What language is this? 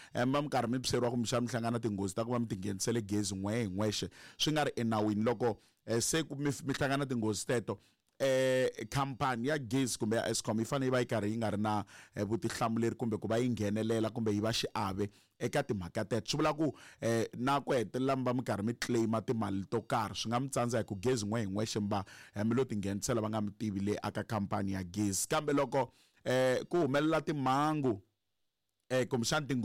Tsonga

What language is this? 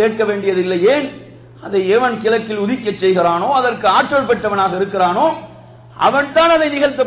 Tamil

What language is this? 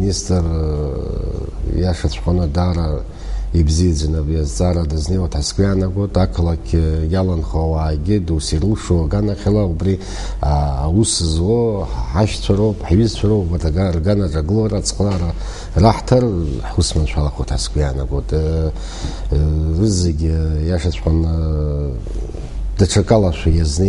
Abkhazian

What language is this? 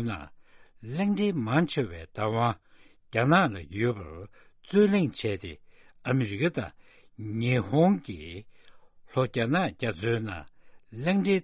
Tibetan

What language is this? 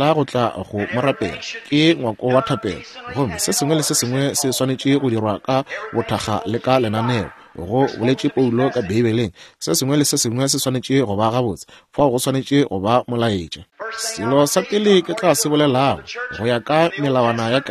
Northern Sotho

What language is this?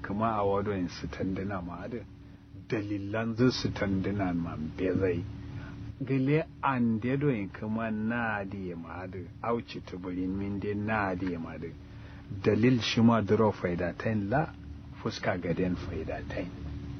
Kanuri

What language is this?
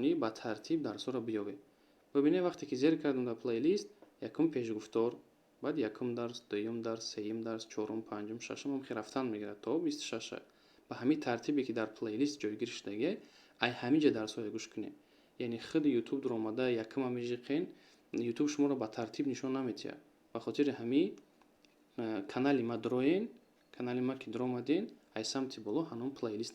Tajik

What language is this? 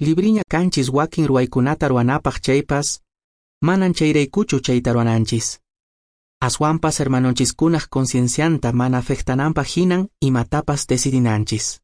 Quechua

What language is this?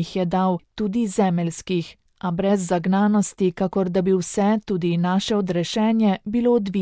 Slovenian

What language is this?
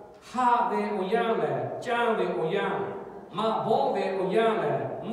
Lahu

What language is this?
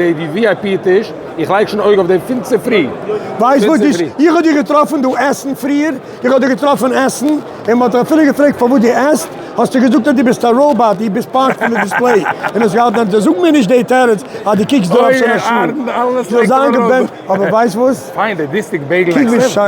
Yiddish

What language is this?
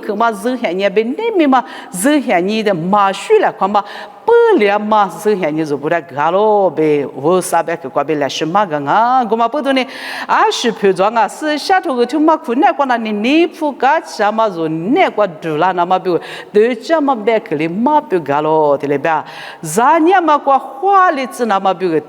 Lisu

